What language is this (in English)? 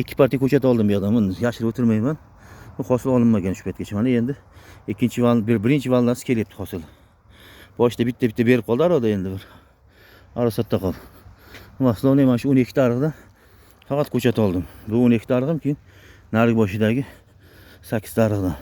Uzbek